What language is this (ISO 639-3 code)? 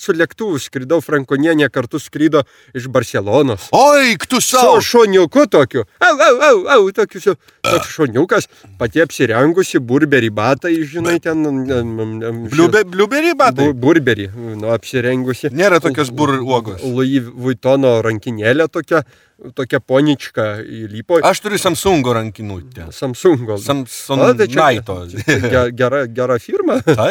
lit